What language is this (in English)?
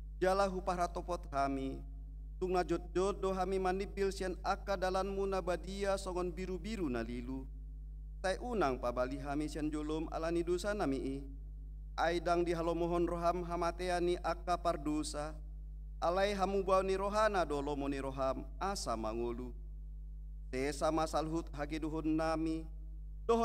Batak Toba